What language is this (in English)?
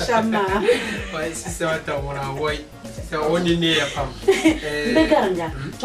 Dagbani